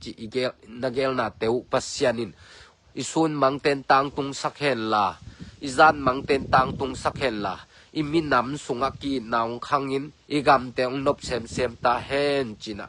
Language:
Tedim Chin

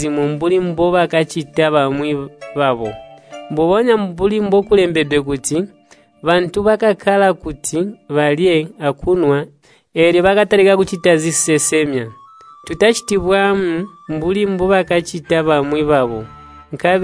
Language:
Tonga (Zambia)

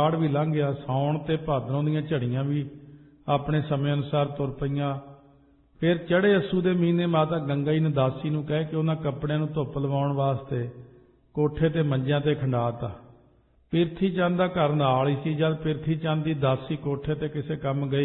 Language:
Punjabi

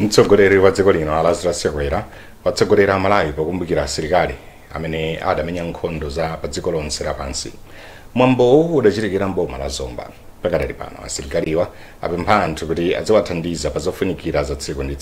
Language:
Nyanja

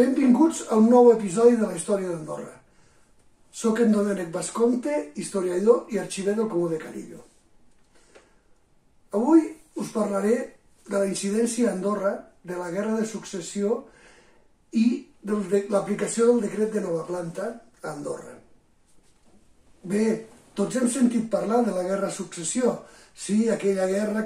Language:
Catalan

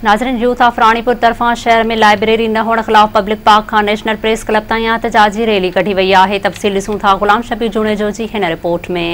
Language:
Sindhi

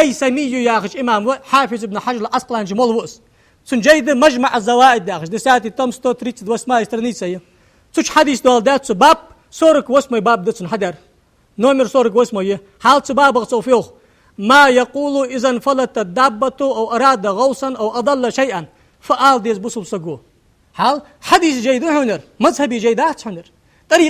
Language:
Ingush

